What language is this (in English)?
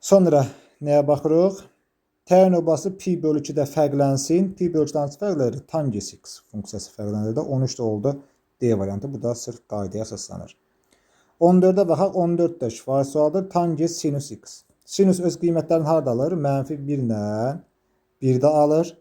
Azerbaijani